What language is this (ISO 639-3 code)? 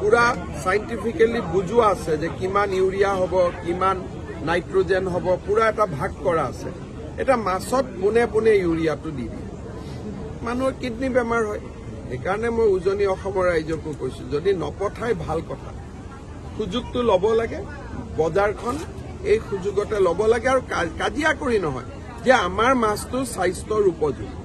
asm